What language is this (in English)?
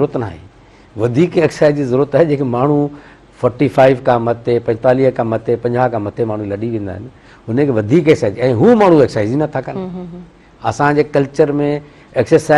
Sindhi